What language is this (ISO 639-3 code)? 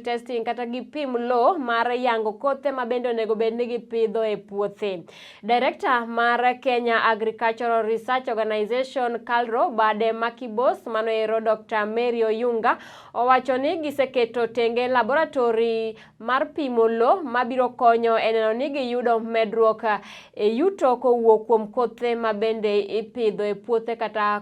luo